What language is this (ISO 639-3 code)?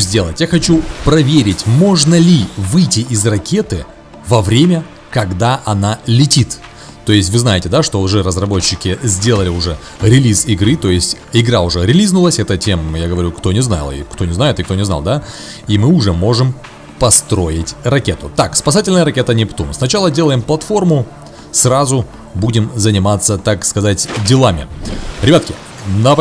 rus